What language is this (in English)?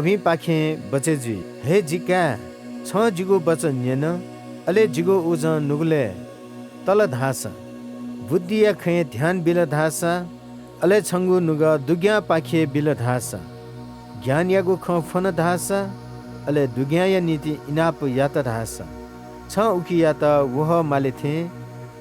Newari